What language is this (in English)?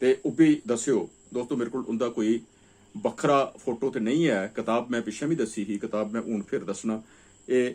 Dogri